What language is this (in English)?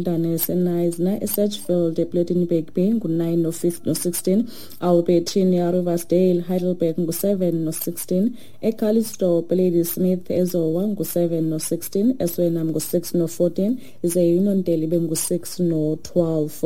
Xhosa